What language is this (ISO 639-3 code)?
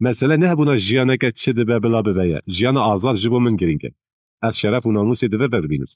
kur